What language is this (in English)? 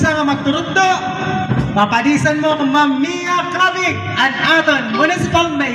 Waray